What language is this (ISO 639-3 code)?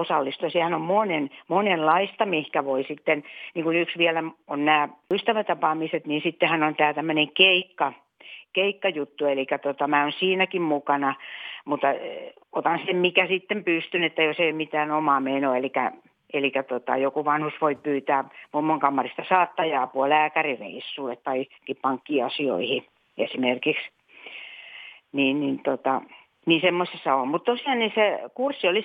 fin